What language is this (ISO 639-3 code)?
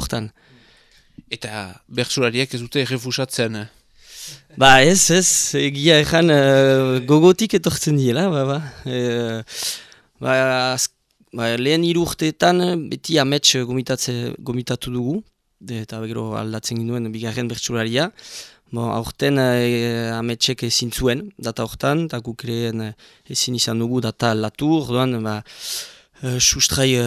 eus